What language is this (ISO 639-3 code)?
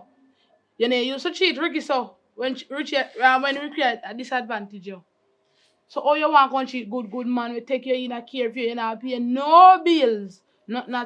jam